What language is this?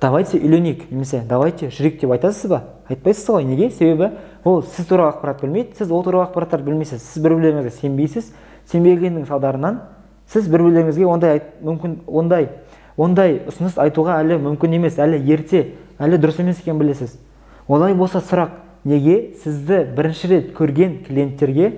Kazakh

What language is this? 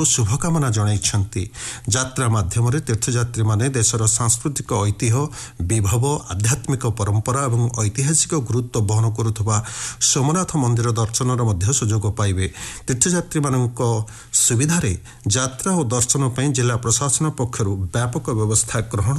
Odia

